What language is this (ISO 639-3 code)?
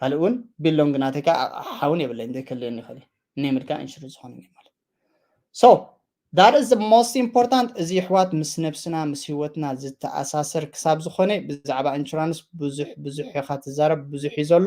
tir